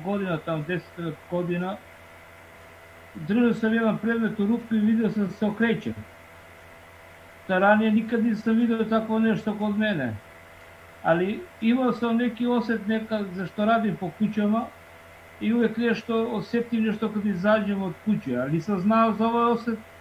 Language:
Serbian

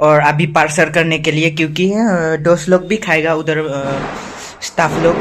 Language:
Khasi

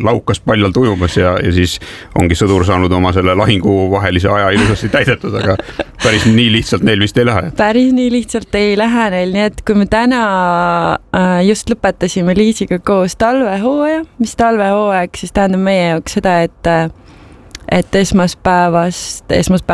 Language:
Estonian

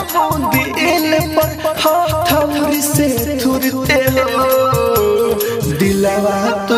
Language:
Bhojpuri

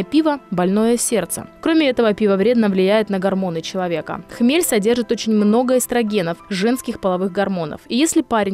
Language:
Russian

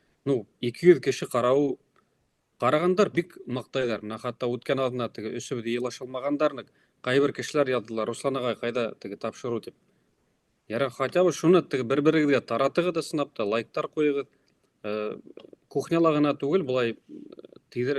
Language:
Bashkir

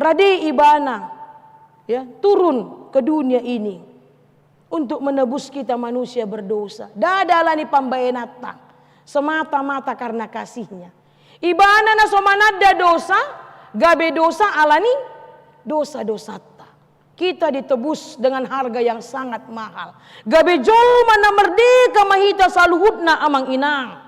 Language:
Batak Toba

